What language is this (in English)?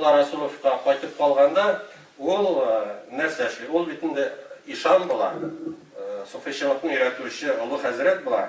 Tatar